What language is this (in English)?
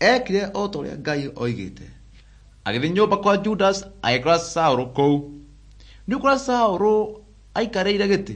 Kikuyu